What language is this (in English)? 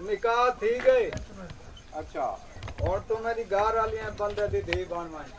Saraiki